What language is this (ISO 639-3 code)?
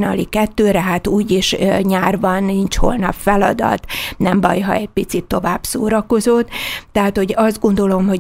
hun